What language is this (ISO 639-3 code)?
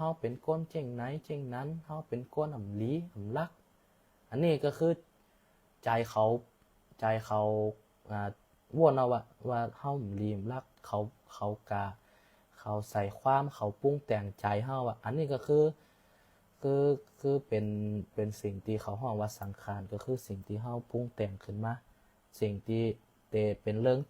shn